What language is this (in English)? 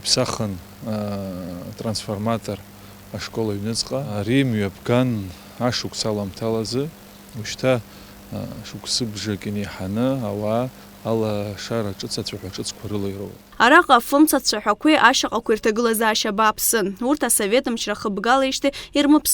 Abkhazian